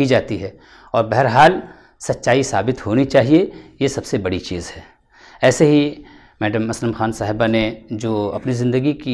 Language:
Urdu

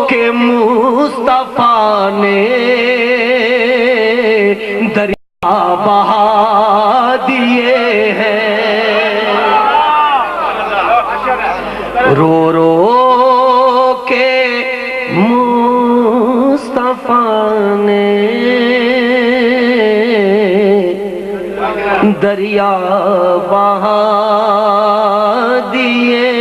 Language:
Urdu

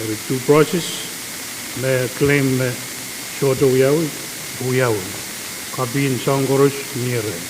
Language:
Pohnpeian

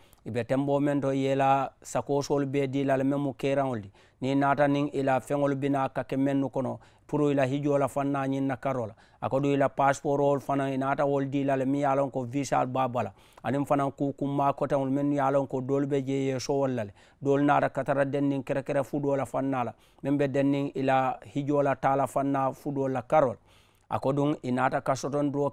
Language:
Mandingo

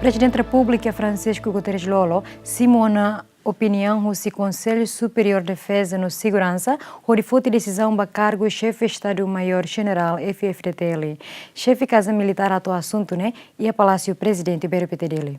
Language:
Tetum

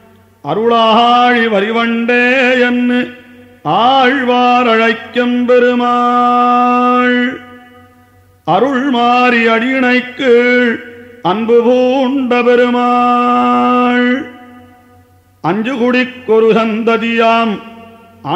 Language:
Tamil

